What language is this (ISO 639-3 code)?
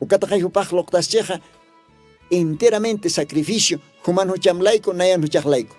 aym